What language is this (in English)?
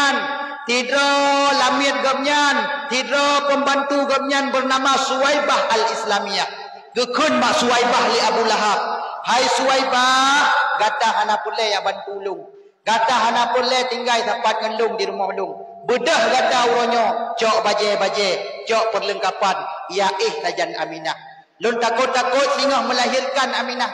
Achinese